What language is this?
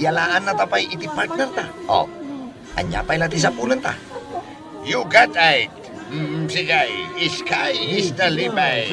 Iloko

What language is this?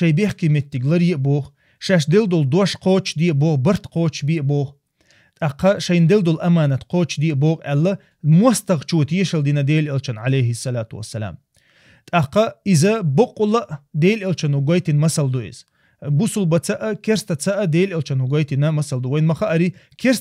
Chechen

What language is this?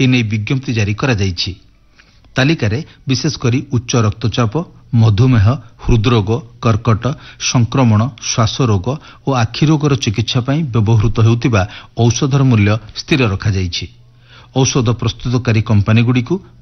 Odia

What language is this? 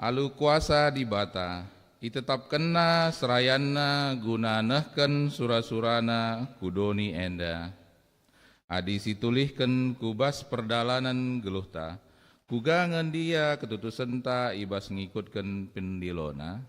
Batak Karo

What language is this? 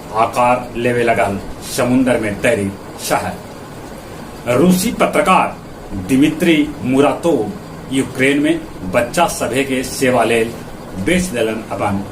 Magahi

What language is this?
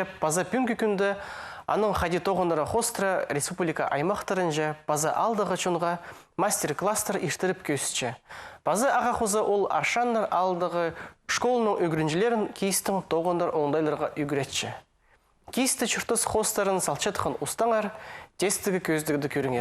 Khakas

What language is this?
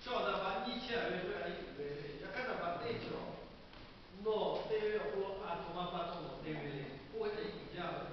Lahu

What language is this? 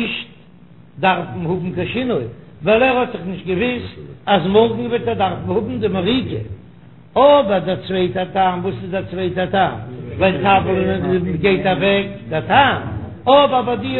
Yiddish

